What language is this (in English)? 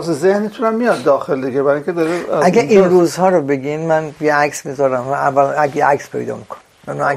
Persian